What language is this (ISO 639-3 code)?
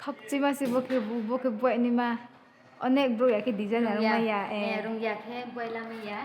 ria